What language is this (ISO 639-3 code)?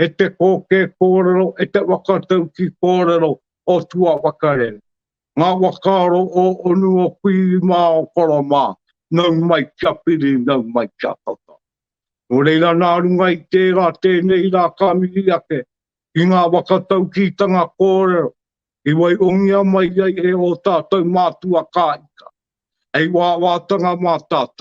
mri